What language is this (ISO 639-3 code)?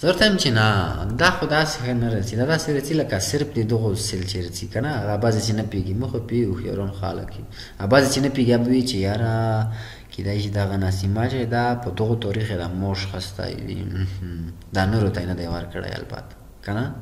pus